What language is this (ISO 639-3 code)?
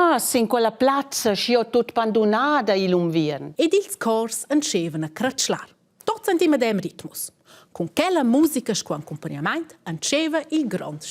roh